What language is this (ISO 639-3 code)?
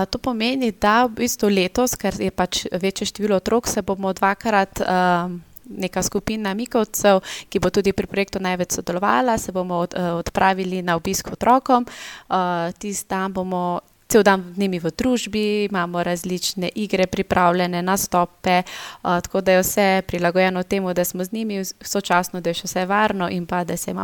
slv